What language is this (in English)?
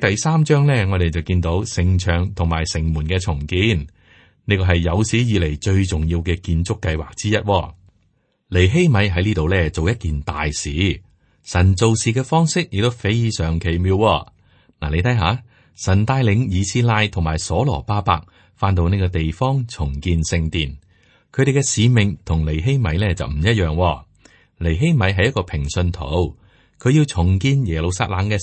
Cantonese